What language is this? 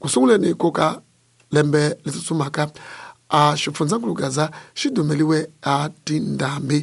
Tsonga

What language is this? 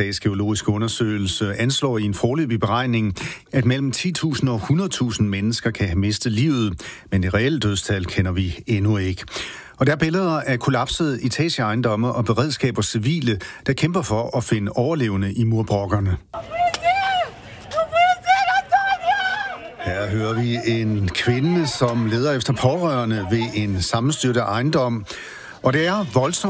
Danish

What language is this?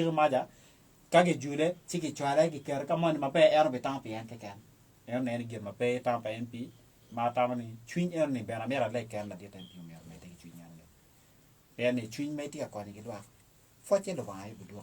Acoli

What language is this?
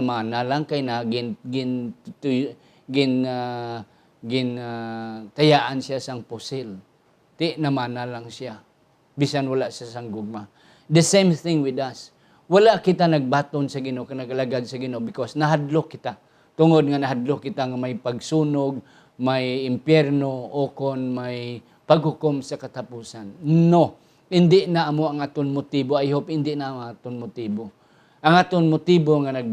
Hiligaynon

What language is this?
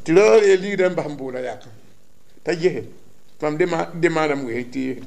Mossi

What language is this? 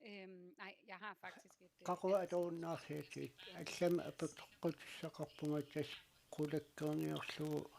Kalaallisut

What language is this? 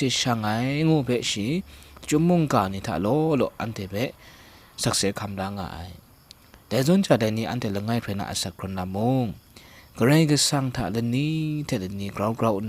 Kachin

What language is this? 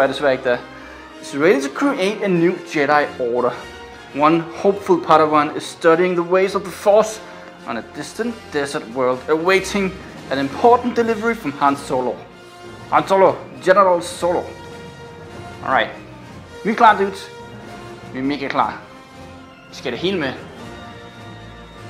Danish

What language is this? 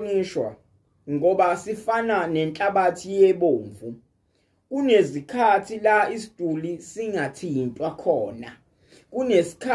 Zulu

